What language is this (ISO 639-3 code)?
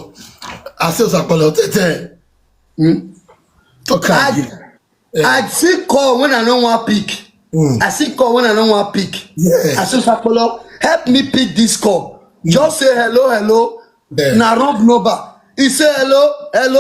pcm